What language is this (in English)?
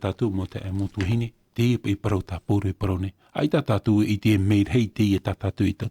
Tahitian